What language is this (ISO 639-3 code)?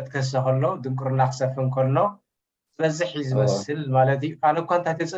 tir